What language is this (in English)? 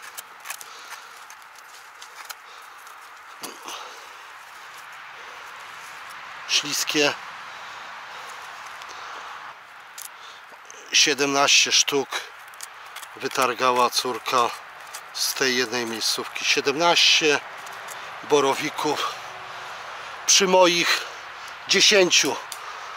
Polish